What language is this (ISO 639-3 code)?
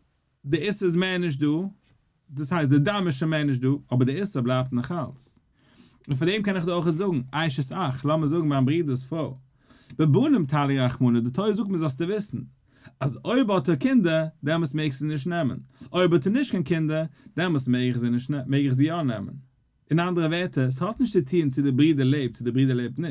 yid